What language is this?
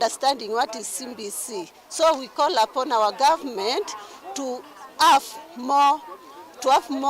Kamba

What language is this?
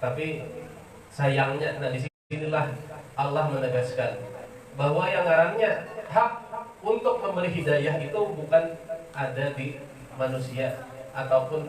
Banjar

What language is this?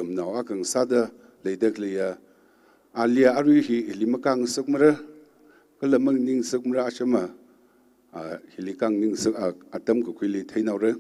Tangkhul Naga (India)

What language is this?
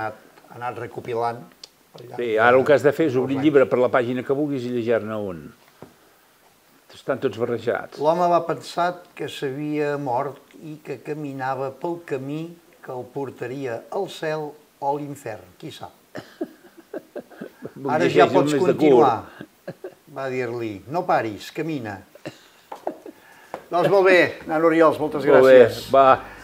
Catalan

